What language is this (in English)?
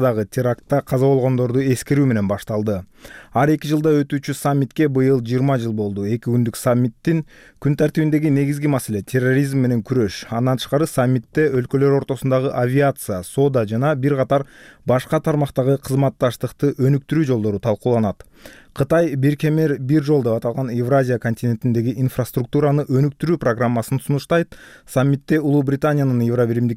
Kyrgyz